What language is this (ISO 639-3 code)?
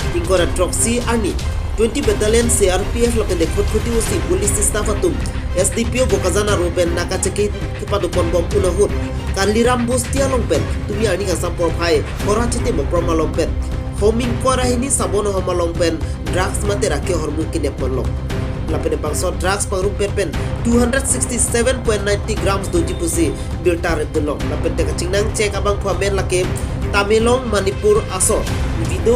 mjw